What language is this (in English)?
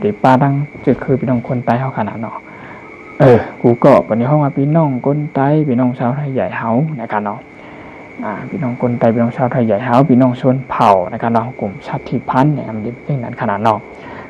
Shan